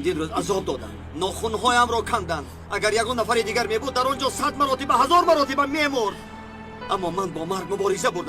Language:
Tajik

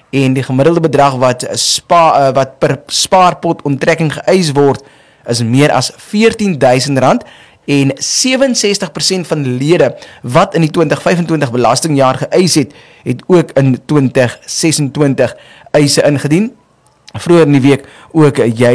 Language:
Afrikaans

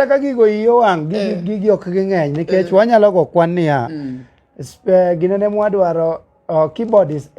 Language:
Luo (Kenya and Tanzania)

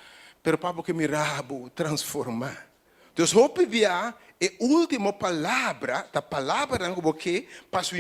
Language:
Papiamento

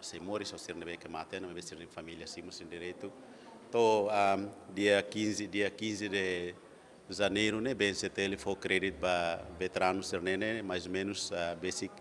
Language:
Tetum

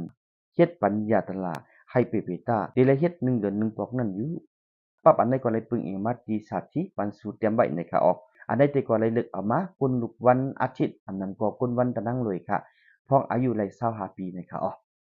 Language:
Shan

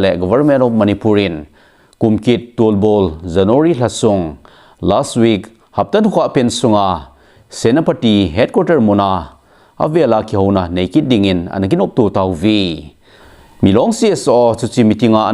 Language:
Thado Chin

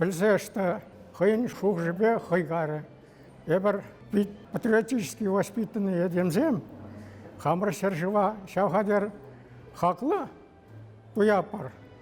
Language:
Chuvash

